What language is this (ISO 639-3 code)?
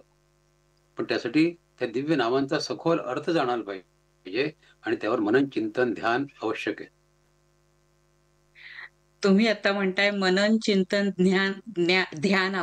mar